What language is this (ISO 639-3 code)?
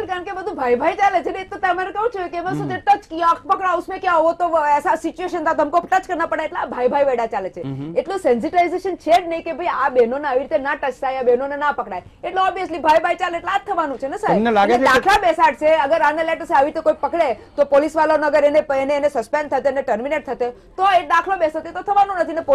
guj